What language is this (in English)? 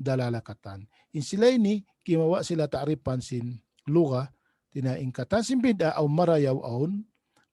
Tausug